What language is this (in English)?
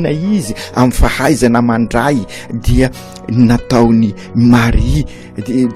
Malagasy